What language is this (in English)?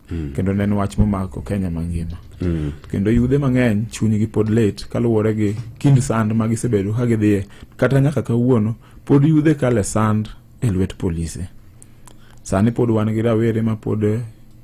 Luo (Kenya and Tanzania)